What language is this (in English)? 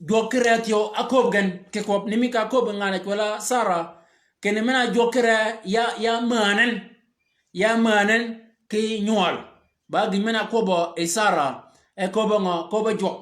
Shilluk